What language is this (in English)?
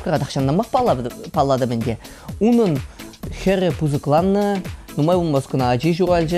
Chuvash